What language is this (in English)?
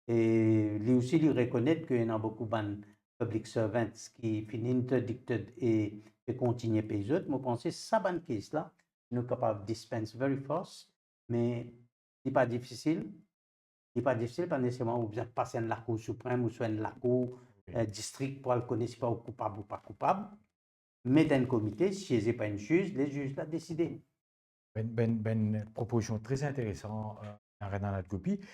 Morisyen